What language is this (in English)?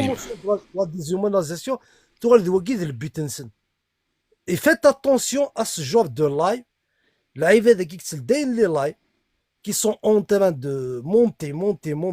Kabyle